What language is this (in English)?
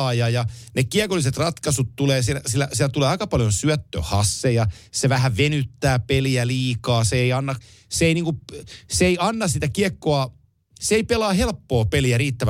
Finnish